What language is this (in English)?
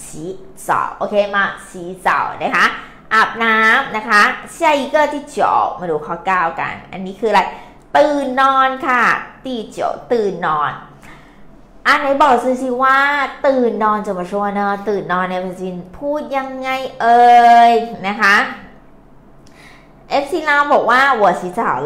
Thai